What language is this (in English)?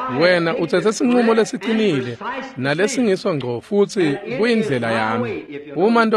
Swati